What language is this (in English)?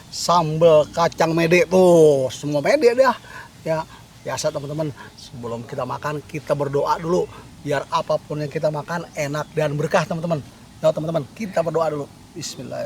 Betawi